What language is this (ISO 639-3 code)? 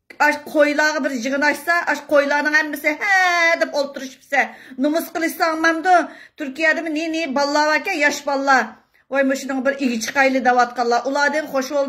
uig